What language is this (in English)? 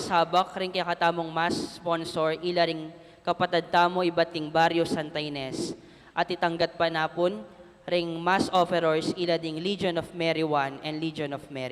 Pampanga